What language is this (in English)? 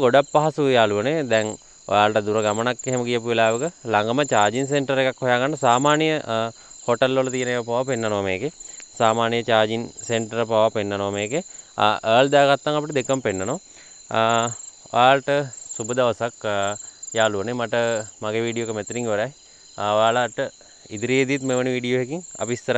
Sinhala